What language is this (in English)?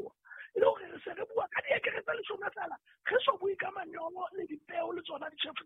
Southern Sotho